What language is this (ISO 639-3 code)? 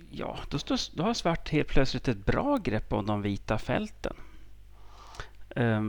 swe